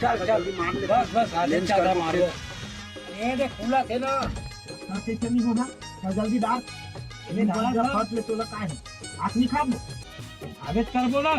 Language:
Chhattisgarhi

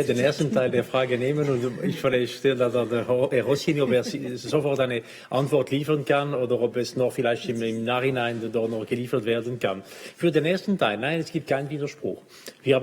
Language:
Swiss German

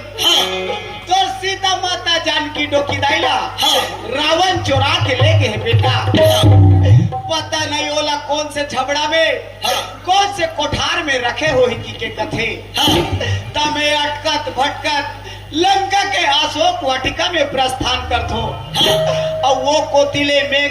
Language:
Chhattisgarhi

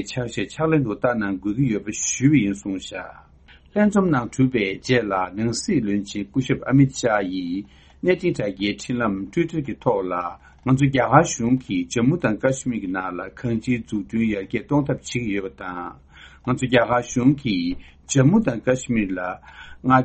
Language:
Tibetan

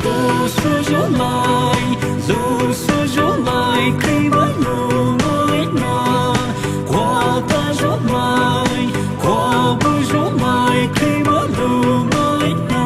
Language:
Poumei Naga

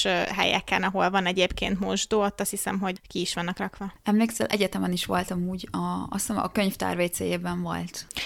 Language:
Hungarian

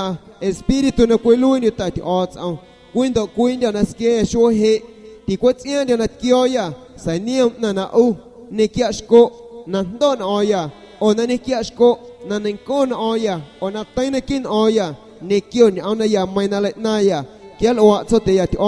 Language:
San Pedro Amuzgos Amuzgo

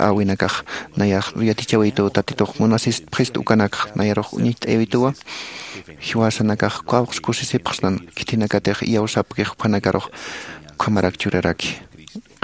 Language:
Aymara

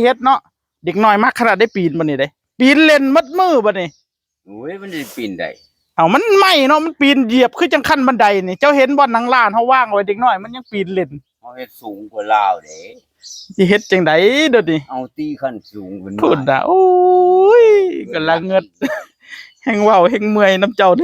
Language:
Northeastern Thai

